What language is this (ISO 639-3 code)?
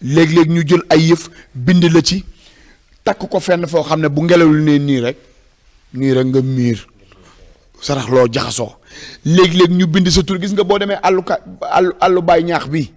wol